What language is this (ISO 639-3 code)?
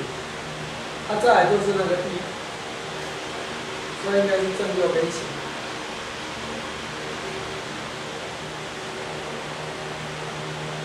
zho